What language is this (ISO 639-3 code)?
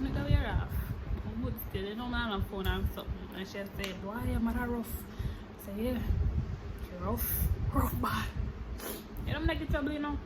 jam